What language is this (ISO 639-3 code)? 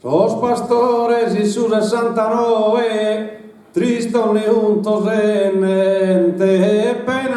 srd